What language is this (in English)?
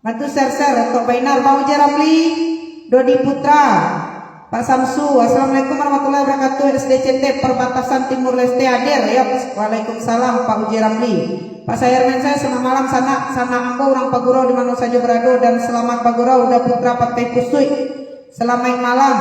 Minangkabau